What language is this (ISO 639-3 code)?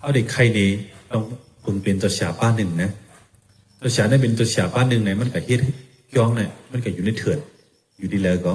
shn